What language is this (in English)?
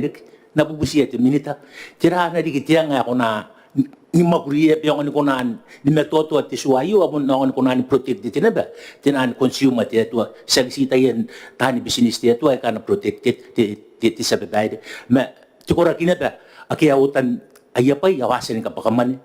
Gilbertese